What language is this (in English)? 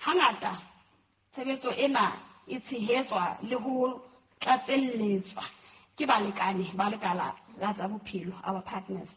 Southern Sotho